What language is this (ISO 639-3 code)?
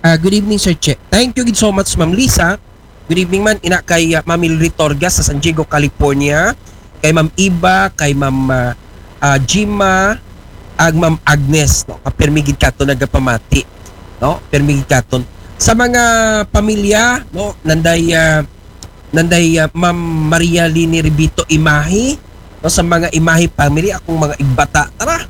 akl